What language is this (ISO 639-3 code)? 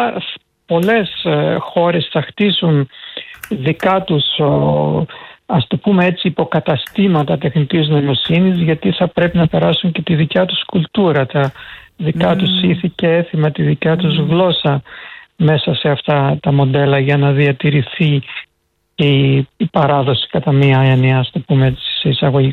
ell